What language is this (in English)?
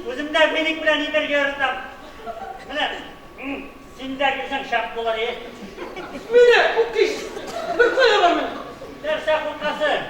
Tatar